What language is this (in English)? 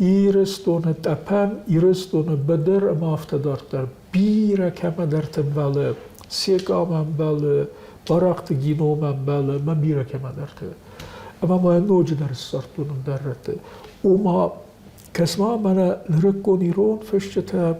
Ossetic